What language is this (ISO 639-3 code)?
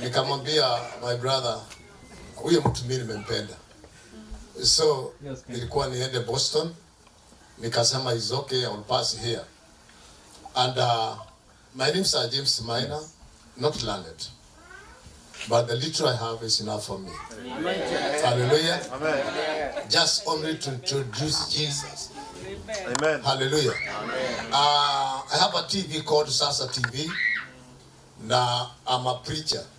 swa